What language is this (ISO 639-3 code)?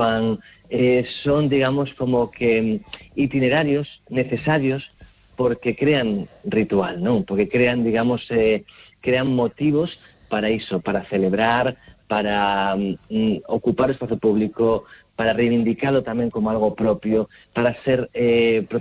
glg